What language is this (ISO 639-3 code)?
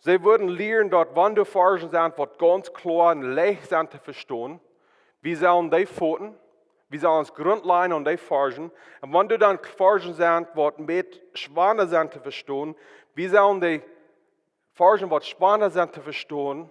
pdt